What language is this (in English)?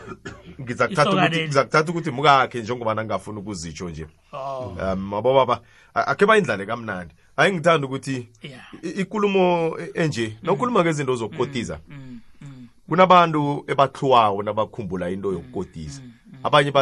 South Ndebele